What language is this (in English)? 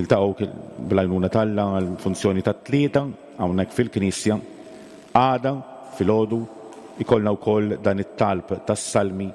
Maltese